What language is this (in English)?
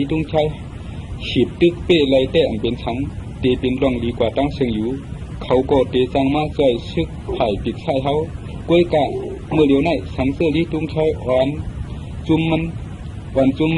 Shan